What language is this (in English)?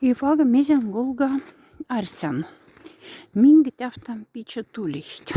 Moksha